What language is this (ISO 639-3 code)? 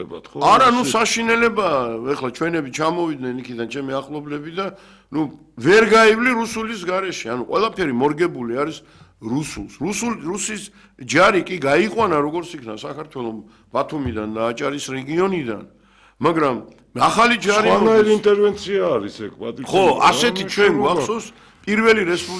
kat